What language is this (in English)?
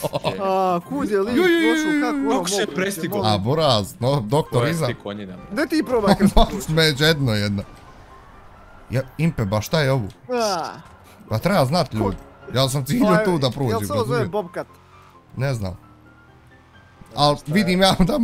Bosnian